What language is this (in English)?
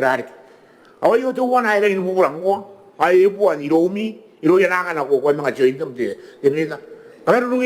Gilbertese